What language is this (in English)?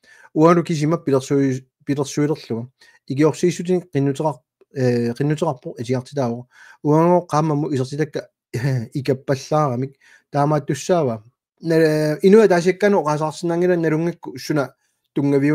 Kalaallisut